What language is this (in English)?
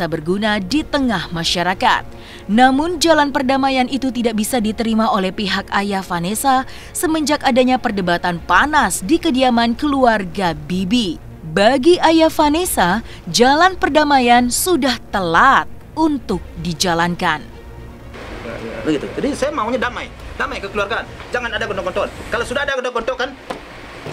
Indonesian